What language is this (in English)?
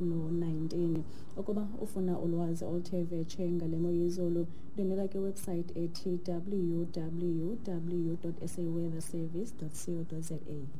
Xhosa